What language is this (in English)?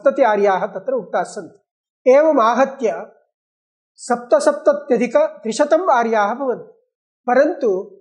Sanskrit